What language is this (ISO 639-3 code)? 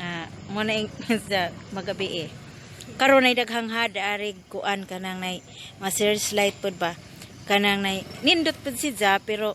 ceb